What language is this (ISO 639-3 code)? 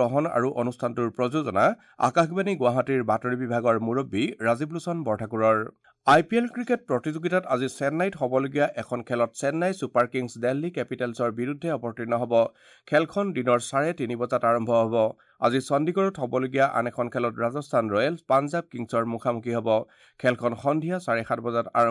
asm